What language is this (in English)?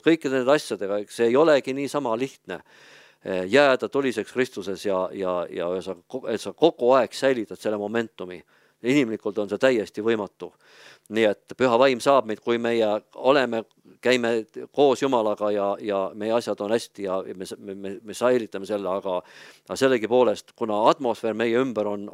Estonian